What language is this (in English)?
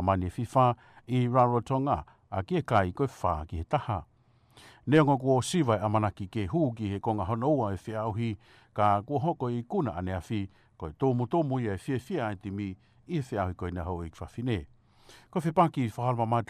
Tongan